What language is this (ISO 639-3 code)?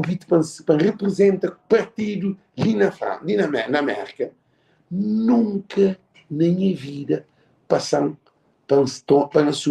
kea